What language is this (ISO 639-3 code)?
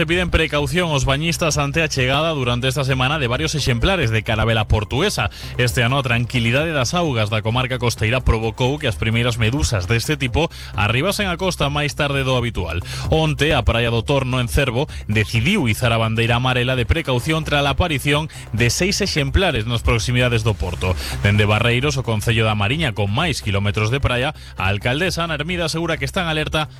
glg